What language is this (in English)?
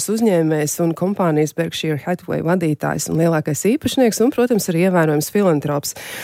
Latvian